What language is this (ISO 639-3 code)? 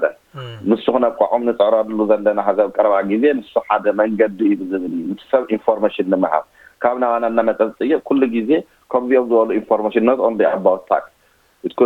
tir